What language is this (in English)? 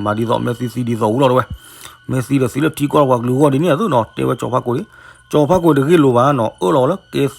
S'gaw Karen